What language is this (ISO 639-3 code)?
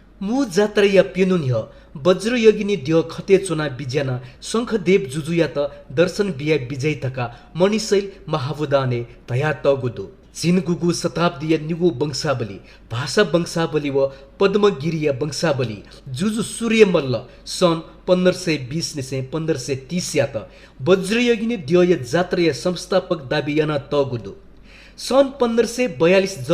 new